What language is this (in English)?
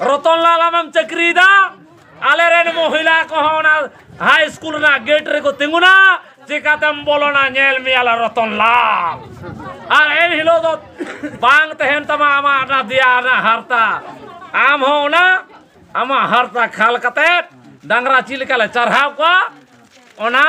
Santali